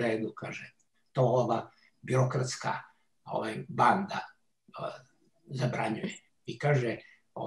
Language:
Serbian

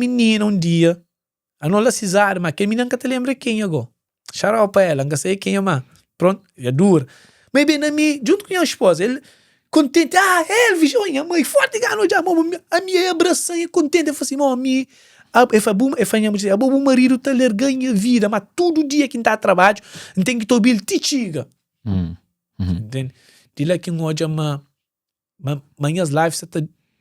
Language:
Kabuverdianu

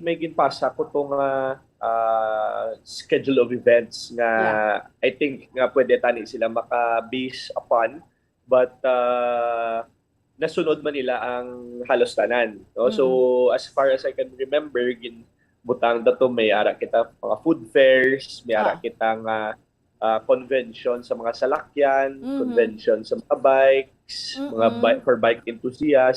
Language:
Hiligaynon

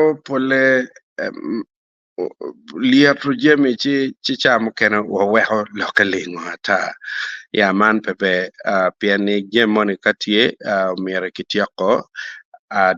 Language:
Acoli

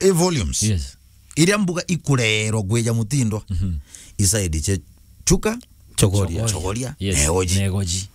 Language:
Meru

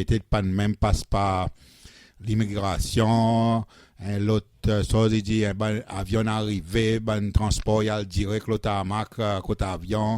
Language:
Seselwa Creole French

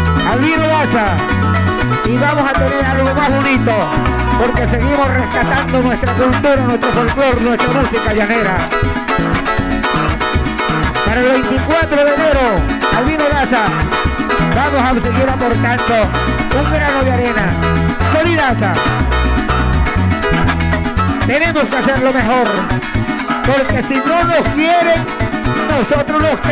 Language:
Spanish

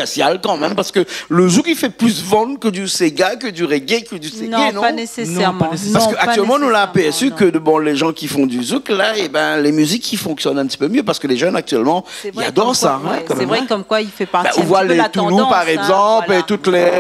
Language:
Réunion Creole French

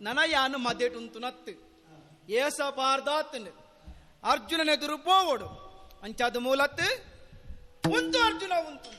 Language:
Tulu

